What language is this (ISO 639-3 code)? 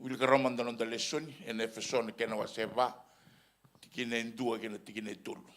fij